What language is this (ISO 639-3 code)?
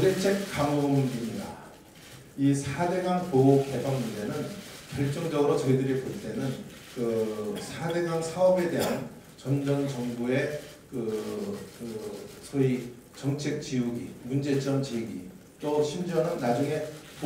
kor